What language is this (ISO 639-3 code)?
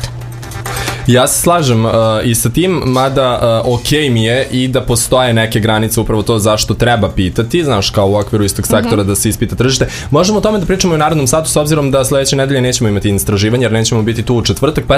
srp